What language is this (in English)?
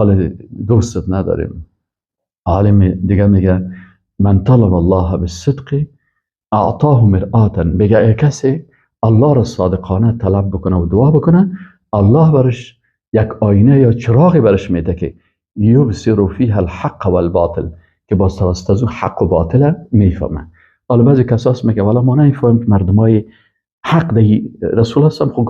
Persian